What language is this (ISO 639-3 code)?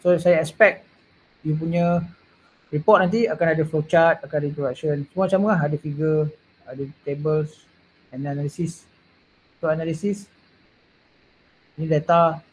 msa